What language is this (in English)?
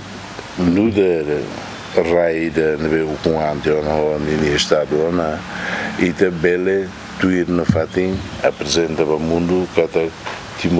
Tetum